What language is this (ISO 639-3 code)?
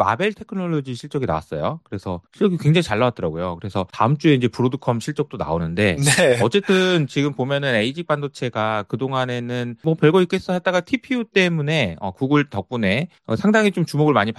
kor